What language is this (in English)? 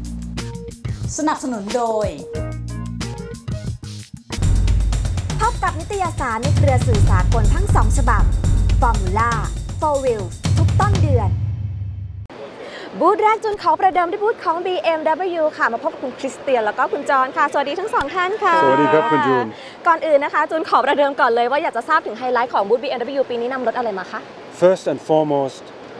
Thai